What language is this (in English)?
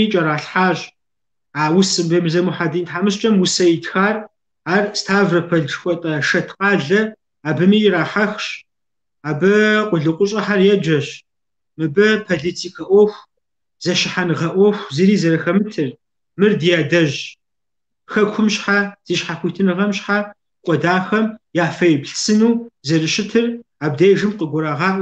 Kabardian